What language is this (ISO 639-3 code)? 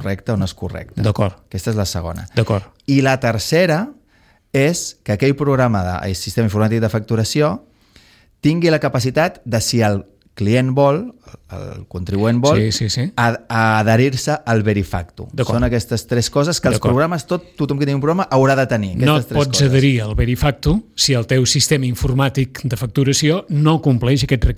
cat